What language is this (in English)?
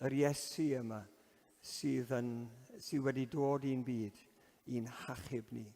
Welsh